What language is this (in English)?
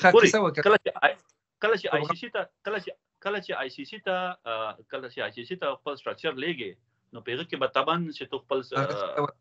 Pashto